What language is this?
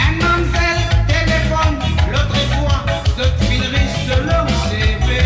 Morisyen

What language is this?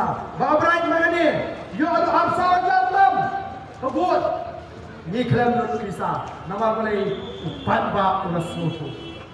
Khasi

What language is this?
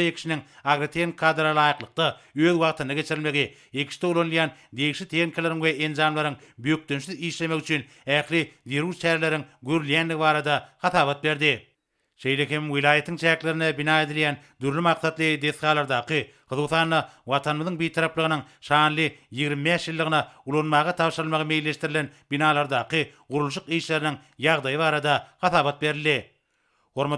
Turkmen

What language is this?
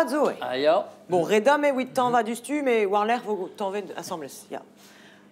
Breton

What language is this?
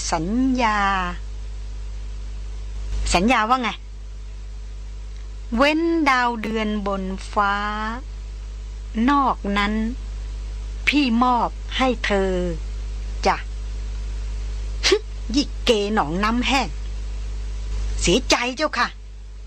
Thai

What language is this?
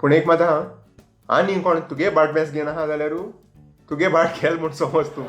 Konkani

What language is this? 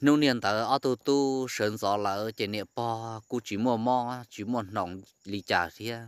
Hmong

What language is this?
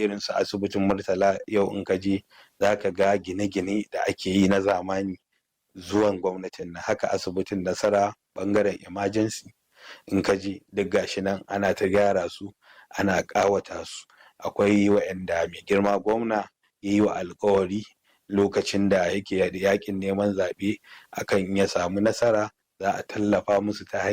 Hausa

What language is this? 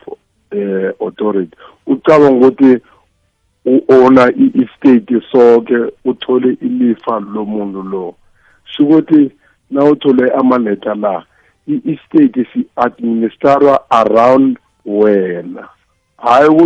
South Ndebele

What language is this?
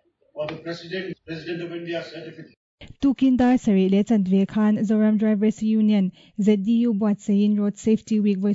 Mizo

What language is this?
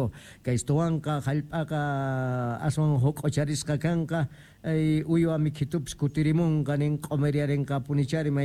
South Bolivian Quechua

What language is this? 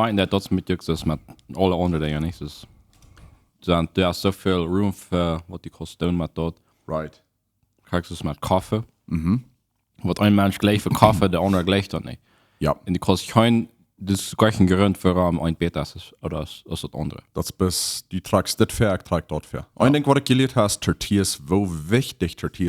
Plautdietsch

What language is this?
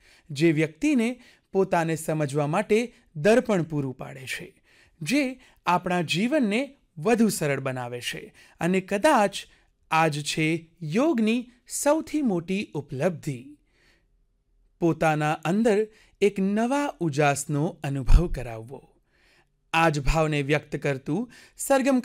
Gujarati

